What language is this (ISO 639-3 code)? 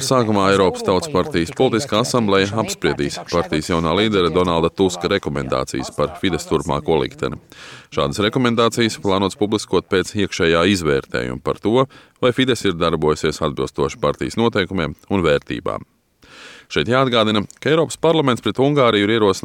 lav